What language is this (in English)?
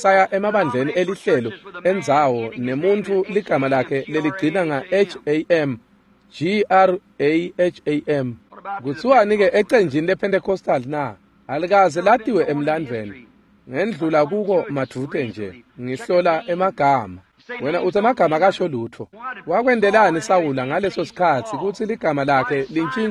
Swati